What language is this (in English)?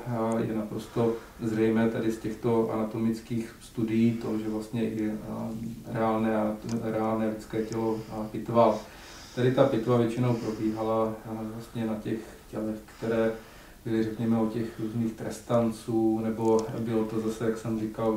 Czech